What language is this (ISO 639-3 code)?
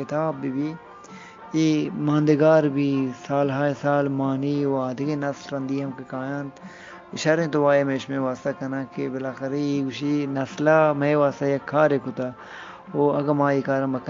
bgp